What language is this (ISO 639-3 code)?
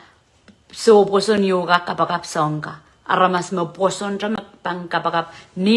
pon